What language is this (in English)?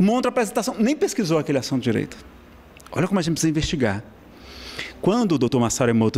Portuguese